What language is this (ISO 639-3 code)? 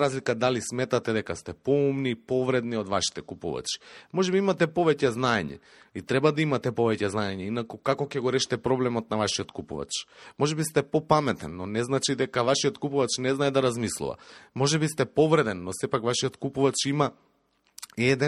mkd